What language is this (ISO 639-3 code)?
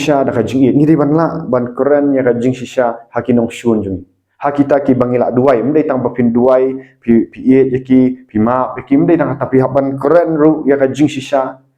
kha